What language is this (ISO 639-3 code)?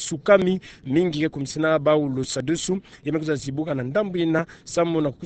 ktu